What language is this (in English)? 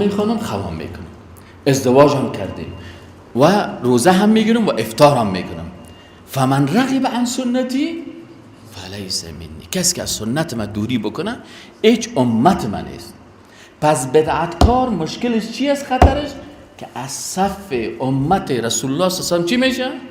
Persian